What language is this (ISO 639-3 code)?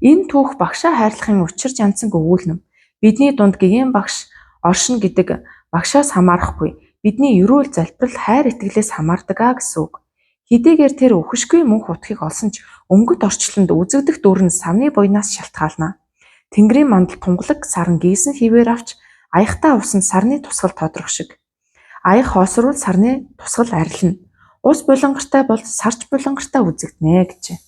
mon